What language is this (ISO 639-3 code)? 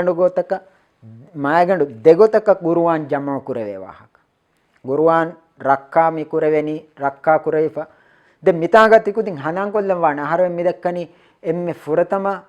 div